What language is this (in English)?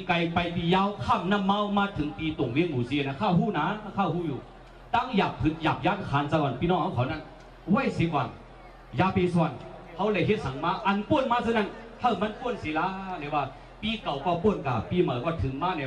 Shan